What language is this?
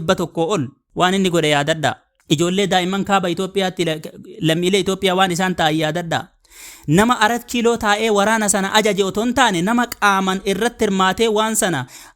Oromo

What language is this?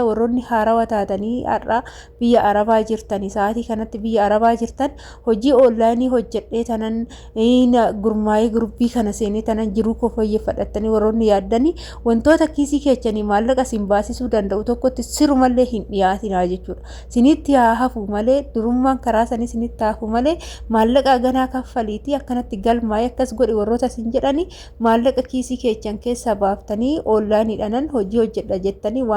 Oromo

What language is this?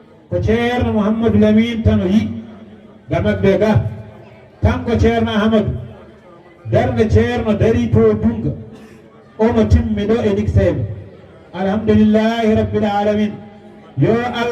Fula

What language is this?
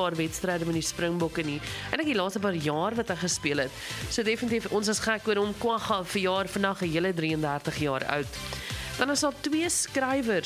Afrikaans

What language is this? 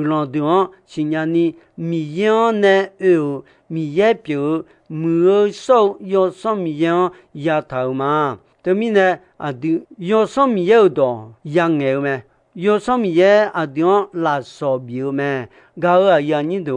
Akha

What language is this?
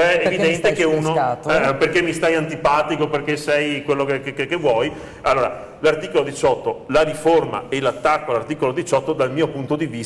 Italian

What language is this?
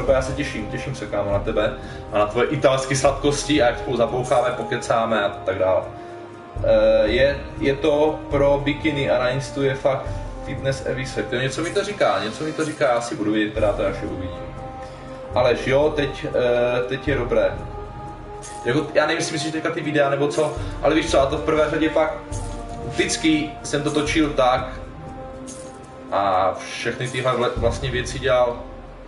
Czech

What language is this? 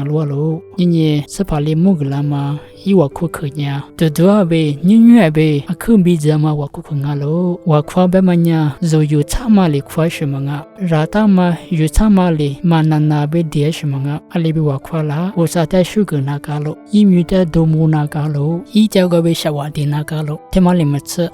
Lisu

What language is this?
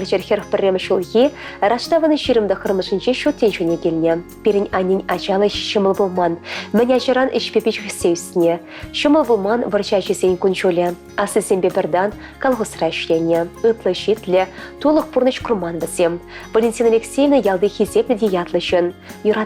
Chuvash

